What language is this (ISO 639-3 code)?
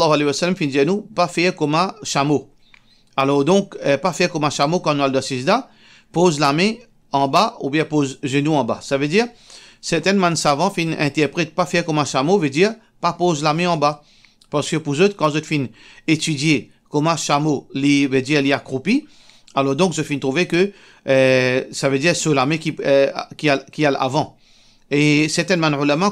mfe